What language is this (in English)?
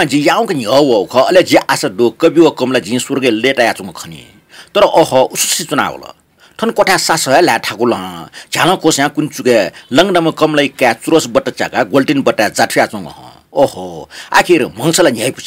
Newari